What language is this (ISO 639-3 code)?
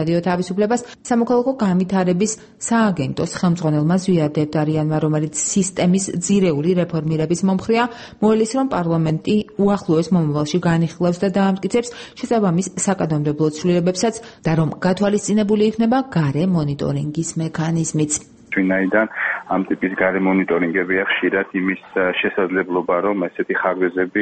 kat